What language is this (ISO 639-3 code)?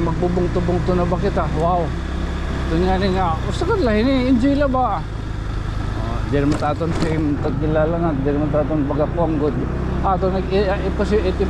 war